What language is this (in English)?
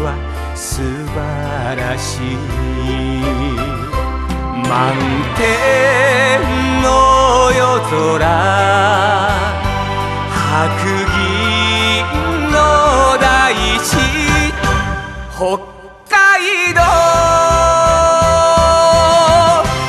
Japanese